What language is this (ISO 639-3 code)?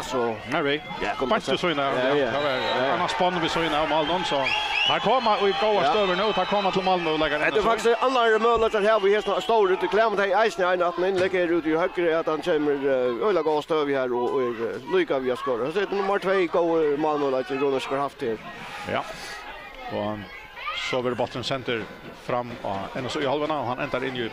fao